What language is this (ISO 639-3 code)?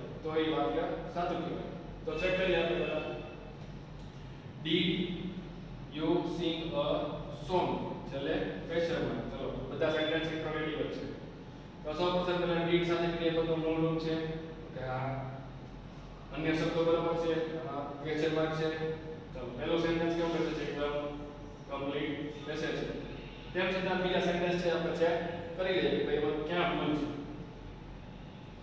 guj